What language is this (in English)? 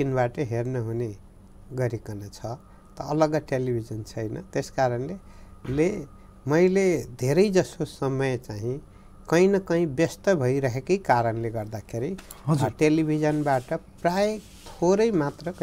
Nepali